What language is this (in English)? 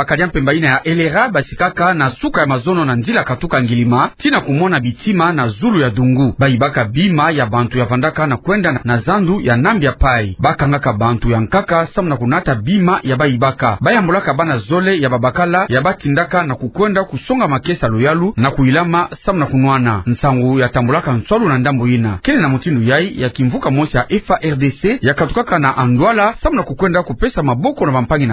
Kituba (Democratic Republic of Congo)